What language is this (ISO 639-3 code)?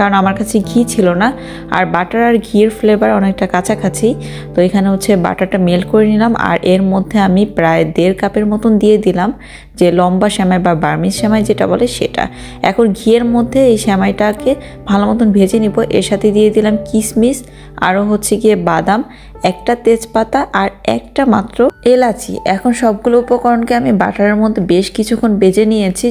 ben